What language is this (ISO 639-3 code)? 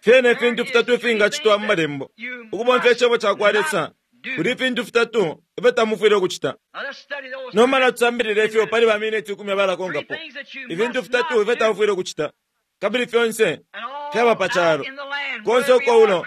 bem